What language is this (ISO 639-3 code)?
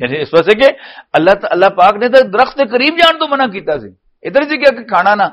lah